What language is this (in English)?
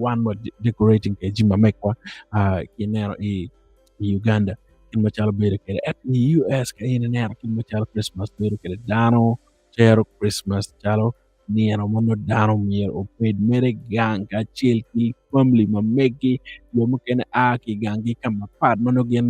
Acoli